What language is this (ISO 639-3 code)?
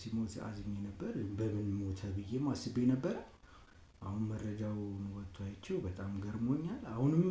amh